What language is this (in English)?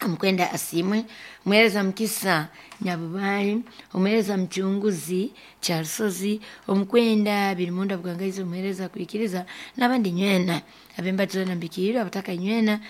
Nyankole